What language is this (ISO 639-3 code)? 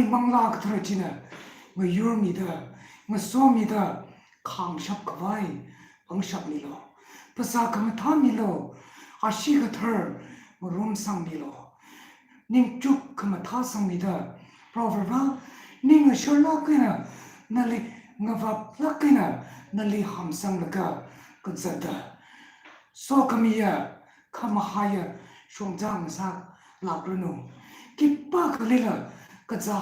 nmf